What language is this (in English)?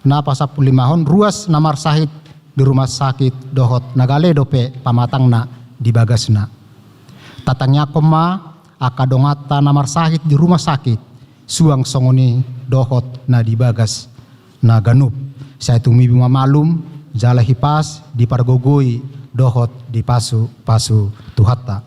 Batak Toba